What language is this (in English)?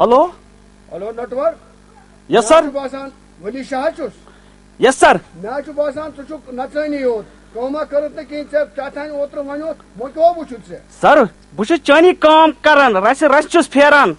Kashmiri